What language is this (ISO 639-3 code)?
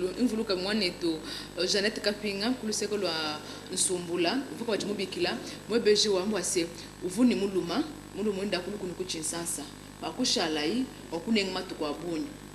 lua